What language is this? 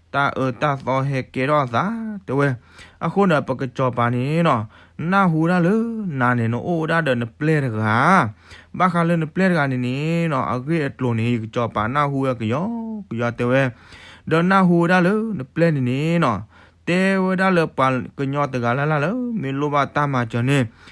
S'gaw Karen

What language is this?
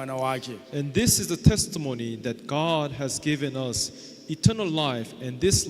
Nyanja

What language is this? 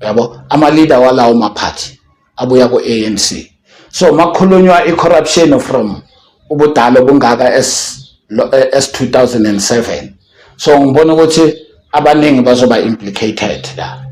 Zulu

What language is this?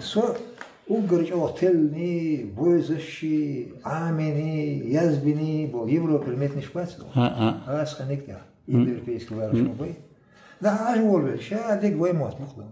Chechen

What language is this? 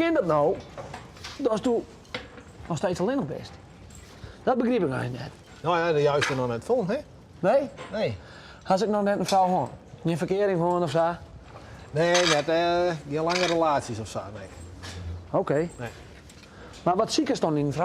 Western Frisian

